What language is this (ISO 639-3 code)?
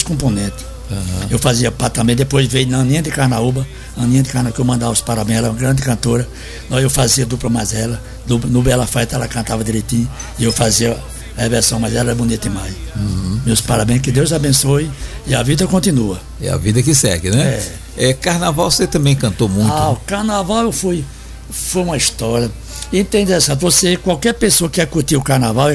por